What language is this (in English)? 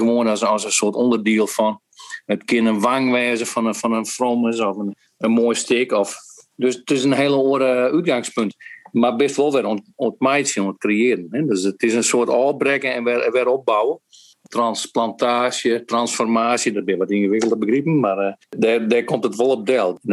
Western Frisian